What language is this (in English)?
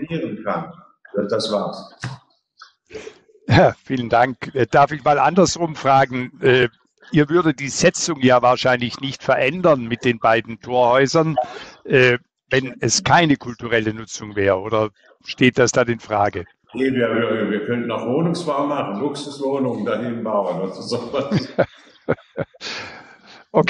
German